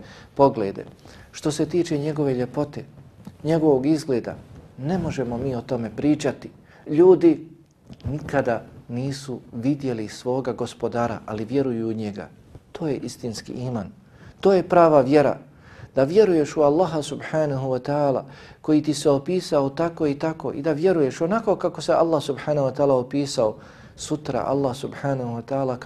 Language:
Bosnian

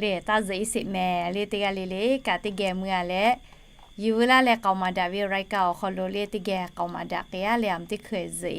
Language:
Lahu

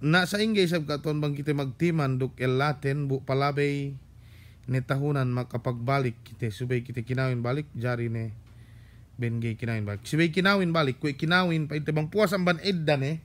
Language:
Yakan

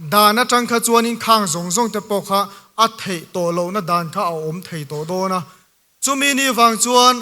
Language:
Mizo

